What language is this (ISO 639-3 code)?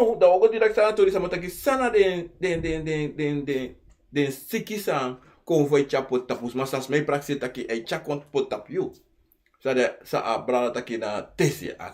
srn